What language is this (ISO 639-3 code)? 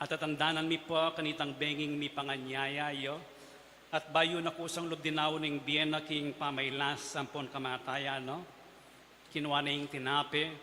pam